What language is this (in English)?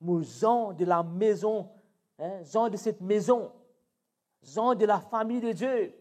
Morisyen